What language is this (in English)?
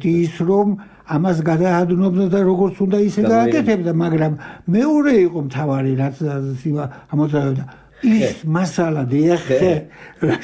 Georgian